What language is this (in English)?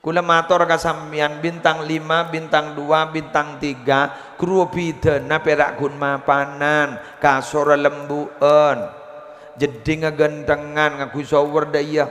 Madurese